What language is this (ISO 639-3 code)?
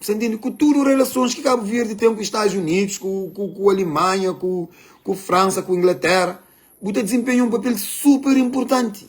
kea